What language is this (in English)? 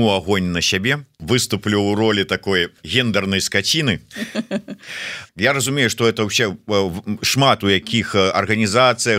Belarusian